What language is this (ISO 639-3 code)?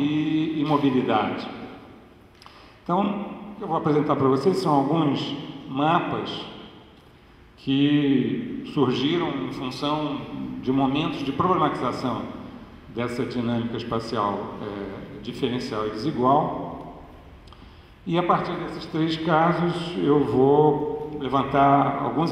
por